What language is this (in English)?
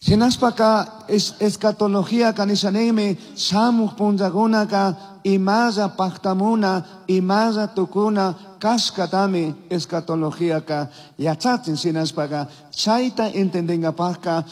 Chimborazo Highland Quichua